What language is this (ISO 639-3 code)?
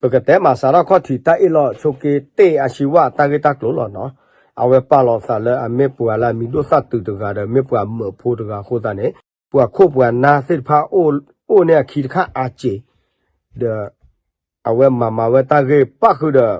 ksw